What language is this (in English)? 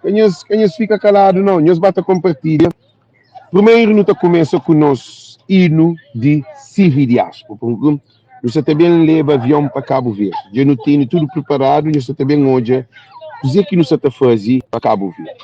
Kabuverdianu